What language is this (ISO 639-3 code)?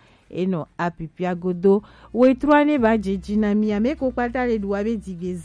gej